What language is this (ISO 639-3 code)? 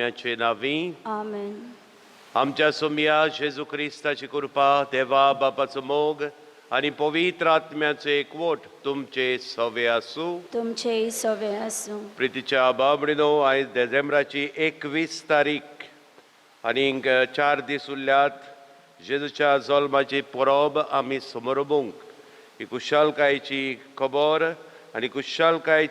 kok